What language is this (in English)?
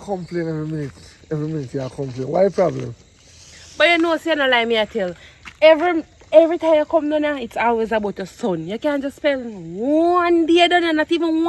Jamaican Creole English